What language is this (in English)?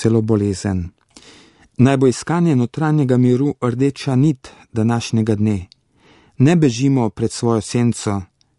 Slovenian